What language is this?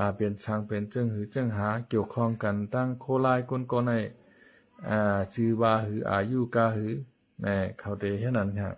Shan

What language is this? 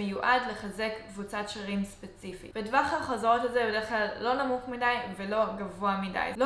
Hebrew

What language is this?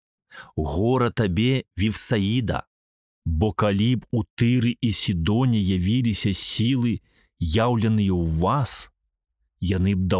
Belarusian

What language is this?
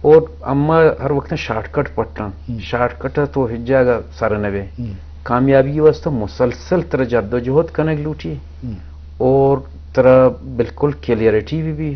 Eastern Balochi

